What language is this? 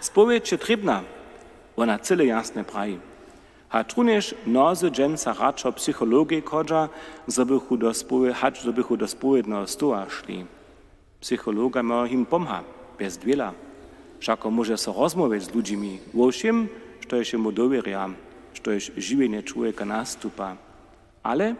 Upper Sorbian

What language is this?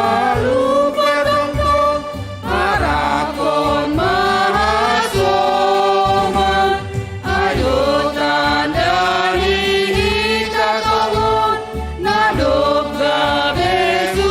Batak Simalungun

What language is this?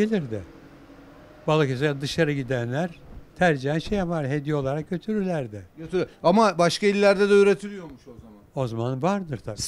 Turkish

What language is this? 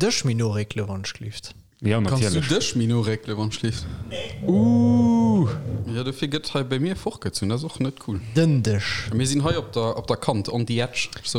Luxembourgish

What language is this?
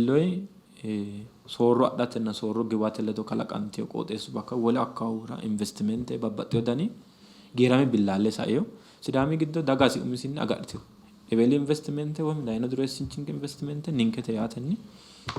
Sidamo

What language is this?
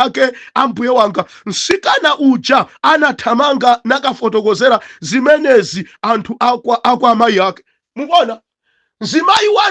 Nyanja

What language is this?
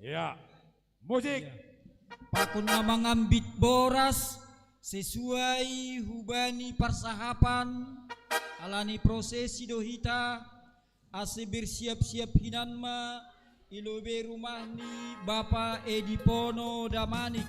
Batak Simalungun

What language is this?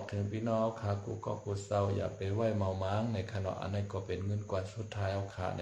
Shan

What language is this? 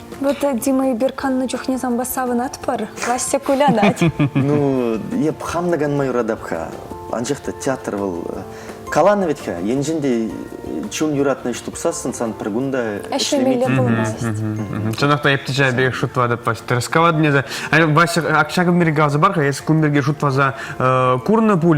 Chuvash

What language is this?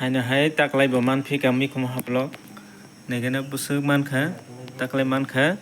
Kok Borok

